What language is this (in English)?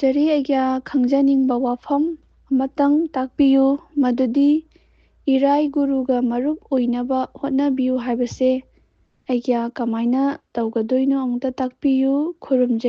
Manipuri